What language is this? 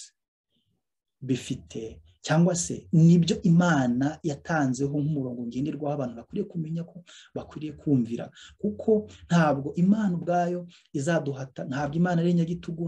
Kinyarwanda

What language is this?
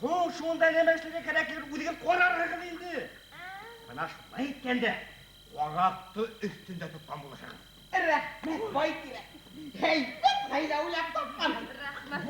Bashkir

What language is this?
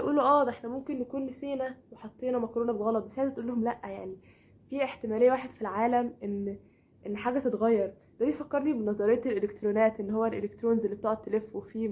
Egyptian Arabic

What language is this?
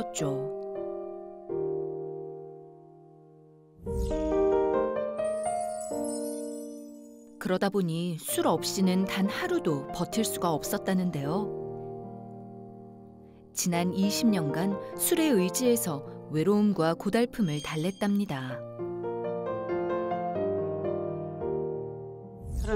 Korean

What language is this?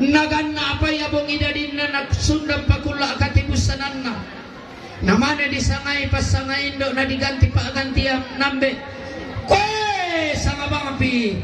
Toraja-Sa'dan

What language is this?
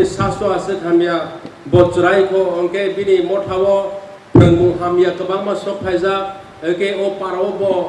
Kok Borok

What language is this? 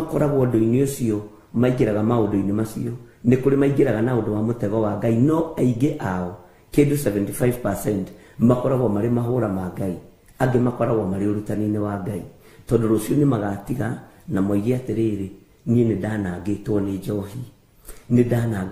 Kikuyu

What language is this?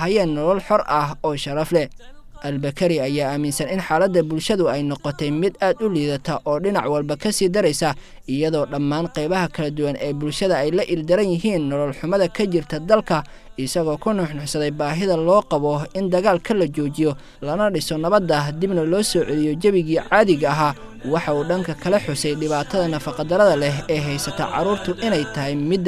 Somali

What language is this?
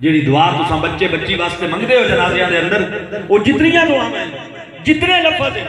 Saraiki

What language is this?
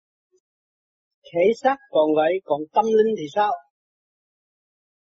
Vietnamese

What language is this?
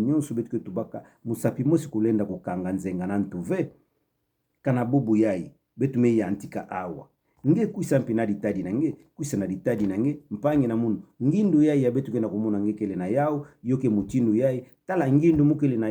Kituba (Democratic Republic of Congo)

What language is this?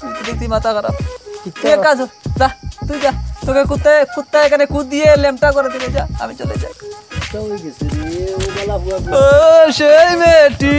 Sylheti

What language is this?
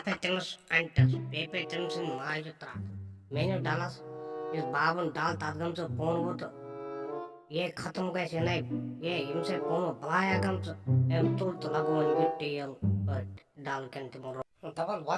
Kashmiri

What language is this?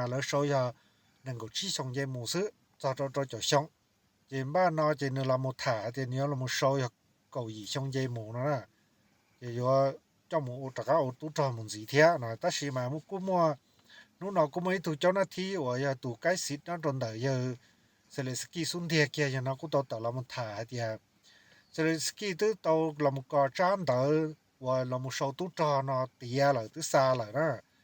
Hmong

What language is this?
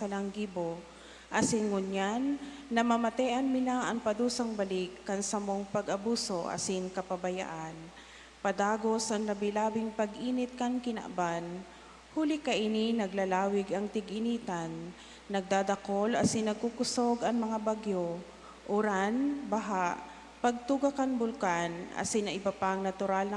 Bikol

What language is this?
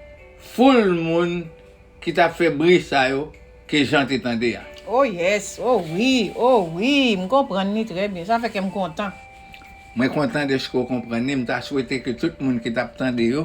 Haitian Creole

